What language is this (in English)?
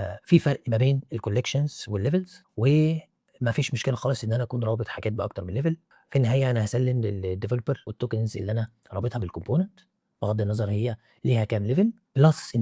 Egyptian Arabic